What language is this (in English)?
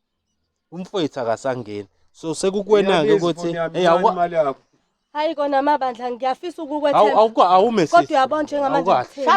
Zulu